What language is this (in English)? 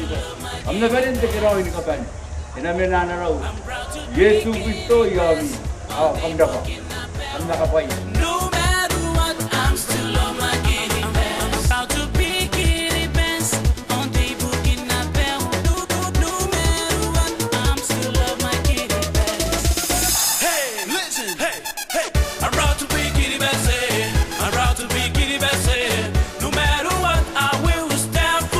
Gilbertese